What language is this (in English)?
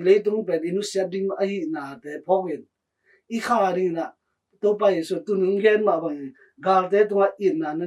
Tedim Chin